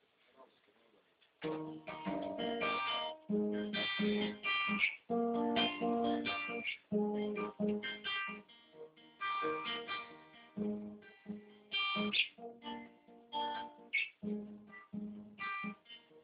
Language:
Estonian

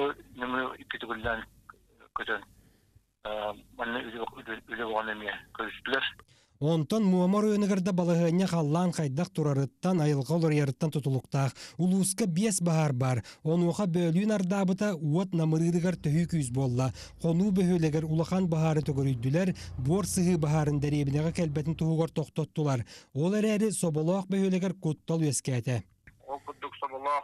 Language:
Yakut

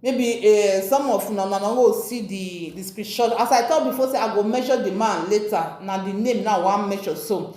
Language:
Nigerian Pidgin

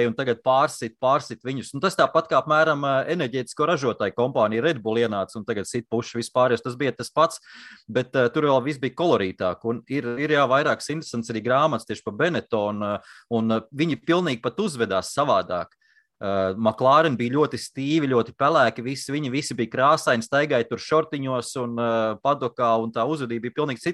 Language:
Latvian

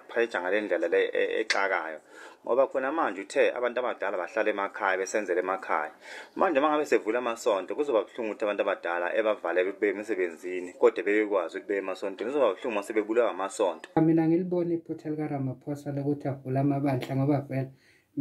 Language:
Zulu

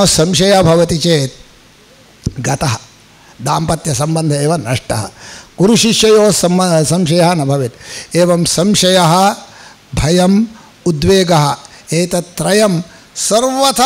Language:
Sanskrit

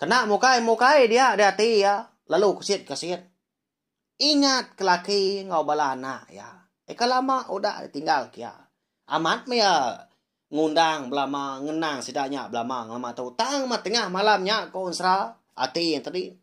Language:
Iban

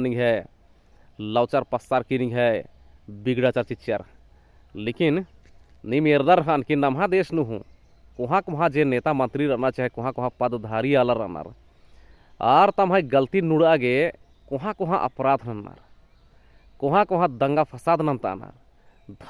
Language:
Kurukh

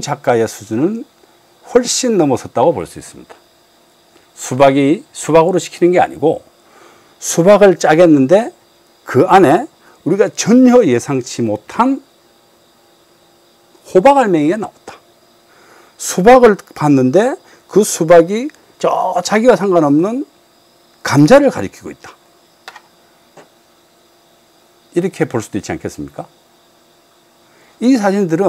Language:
Korean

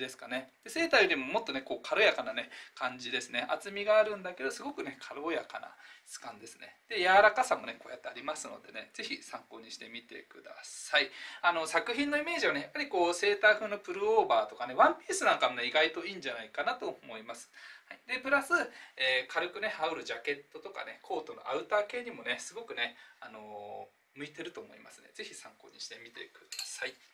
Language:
Japanese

